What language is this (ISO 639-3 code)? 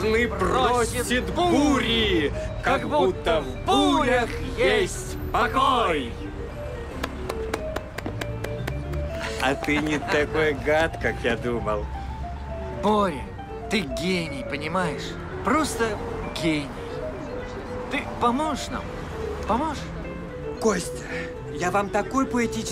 rus